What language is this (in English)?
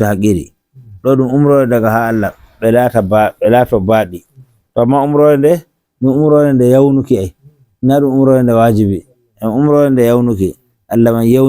Nigerian Fulfulde